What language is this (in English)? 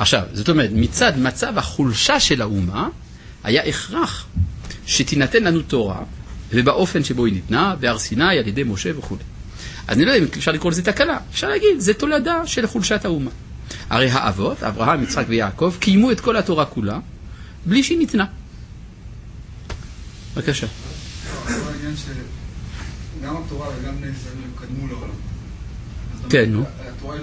Hebrew